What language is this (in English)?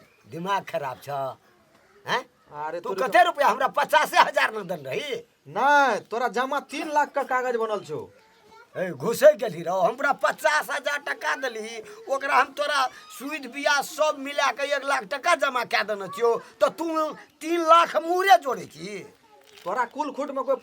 Maithili